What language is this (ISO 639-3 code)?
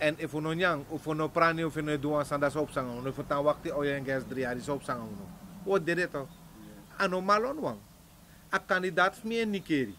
srn